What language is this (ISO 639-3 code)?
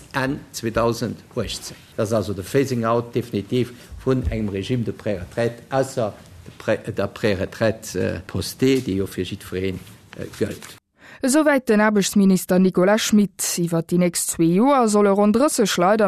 ltz